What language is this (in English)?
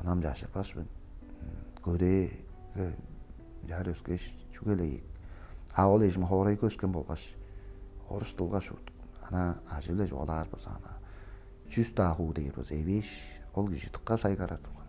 Tuvinian